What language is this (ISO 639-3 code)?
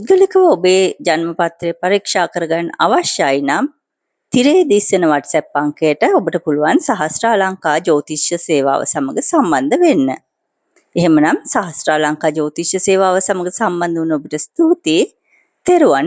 sin